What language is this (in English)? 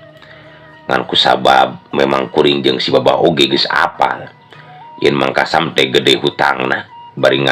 Sundanese